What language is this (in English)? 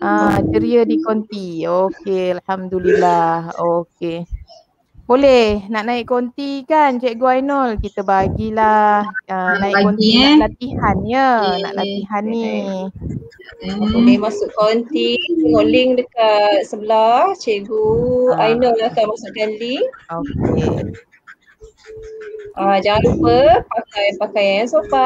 Malay